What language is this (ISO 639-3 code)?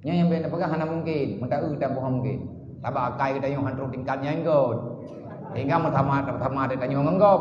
ace